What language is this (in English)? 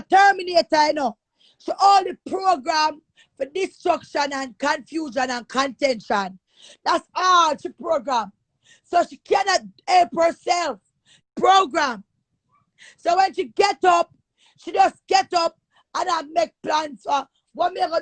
Jamaican Creole English